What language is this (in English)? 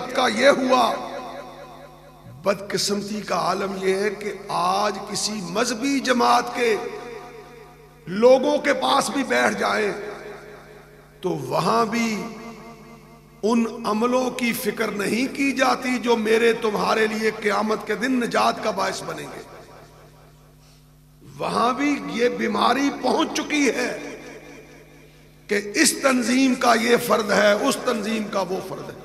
Urdu